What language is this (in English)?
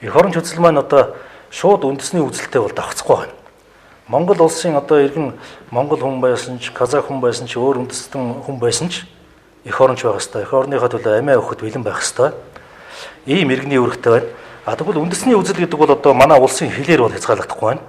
Mongolian